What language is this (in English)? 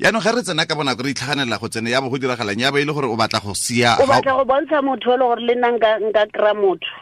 Tswana